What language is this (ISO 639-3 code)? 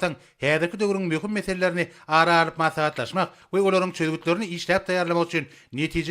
tuk